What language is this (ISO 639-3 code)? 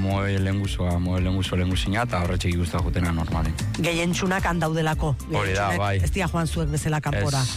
eus